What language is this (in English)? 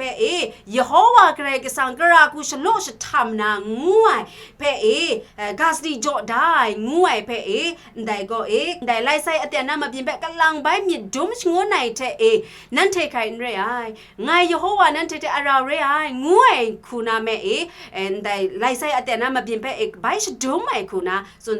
Kachin